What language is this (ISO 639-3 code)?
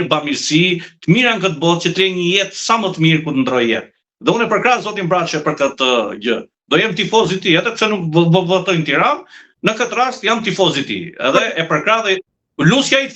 sqi